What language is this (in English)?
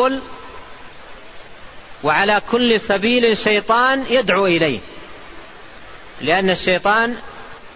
Arabic